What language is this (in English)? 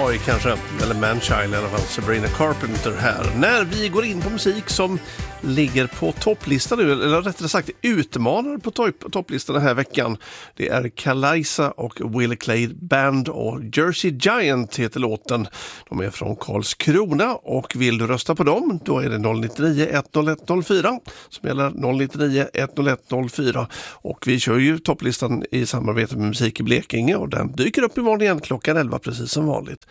Swedish